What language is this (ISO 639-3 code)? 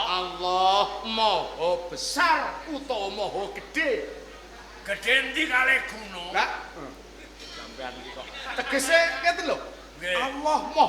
jav